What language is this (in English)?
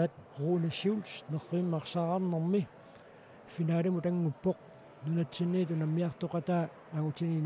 Kalaallisut